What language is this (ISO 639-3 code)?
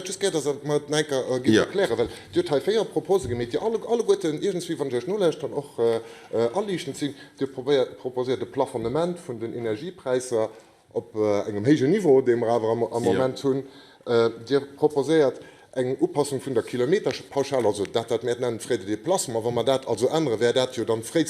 ltz